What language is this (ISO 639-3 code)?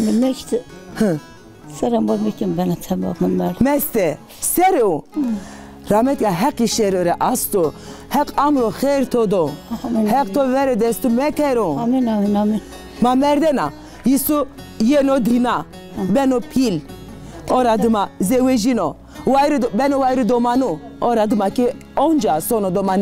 zza